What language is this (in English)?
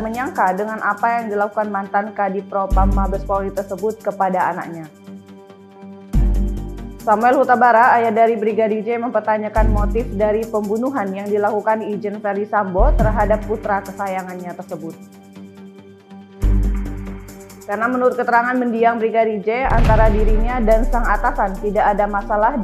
Indonesian